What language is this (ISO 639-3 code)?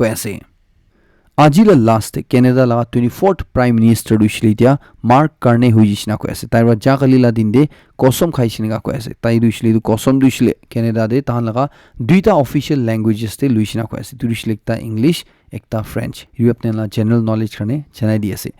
nag